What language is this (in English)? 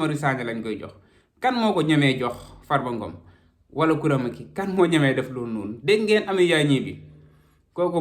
Wolof